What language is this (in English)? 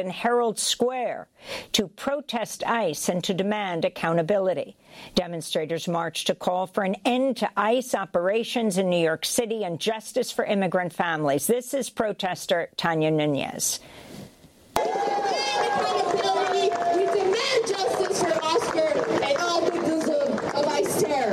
English